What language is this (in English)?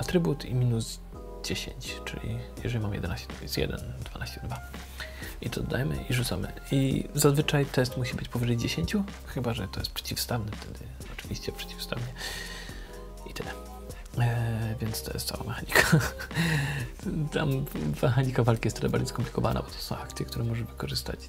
Polish